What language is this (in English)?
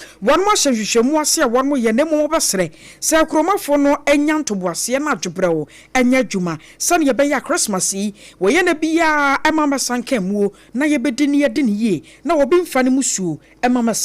Akan